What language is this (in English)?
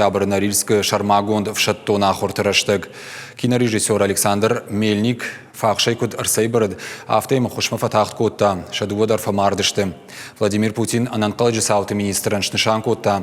Ossetic